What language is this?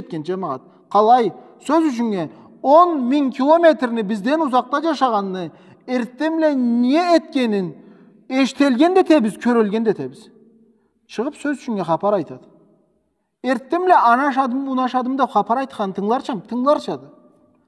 Karachay-Balkar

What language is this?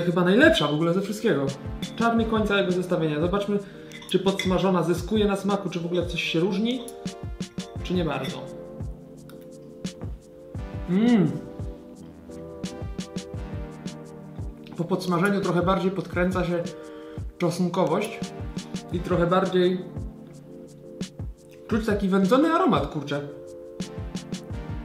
Polish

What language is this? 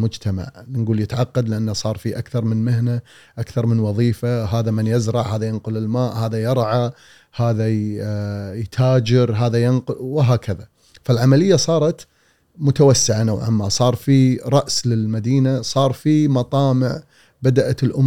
Gulf Arabic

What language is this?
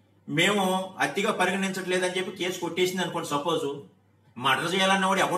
Telugu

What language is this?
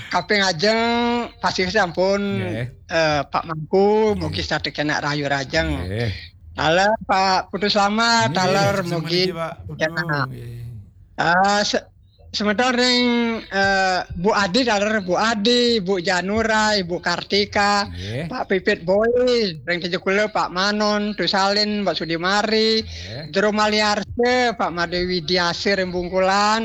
Balinese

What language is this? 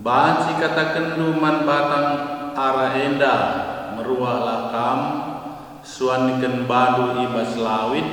Batak Karo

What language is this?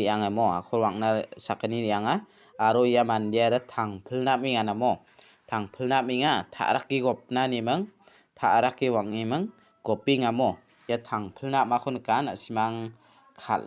Garo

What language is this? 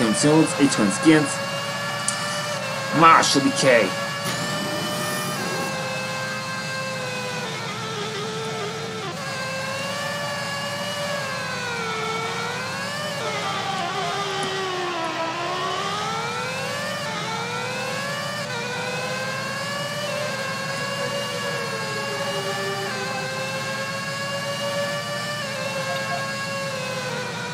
Hungarian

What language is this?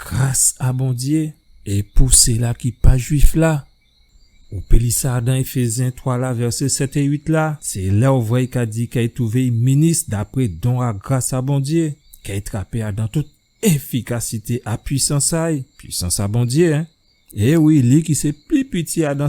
Guadeloupean Creole French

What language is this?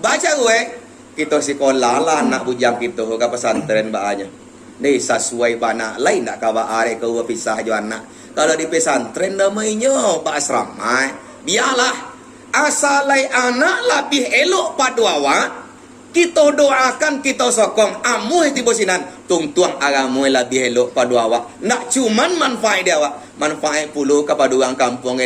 Minangkabau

